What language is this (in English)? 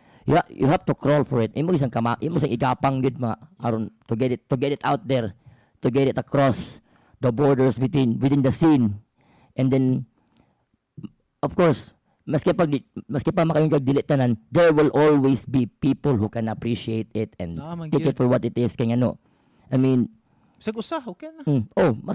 Filipino